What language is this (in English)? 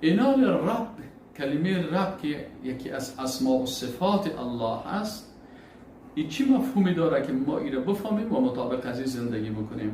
Persian